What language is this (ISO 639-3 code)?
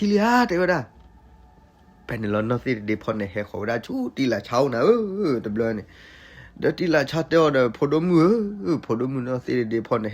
ksw